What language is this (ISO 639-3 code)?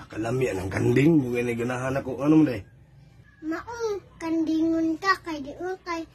ceb